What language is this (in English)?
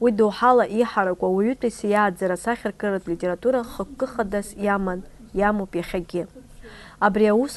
Abkhazian